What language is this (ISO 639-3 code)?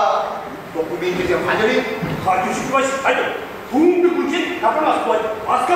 chv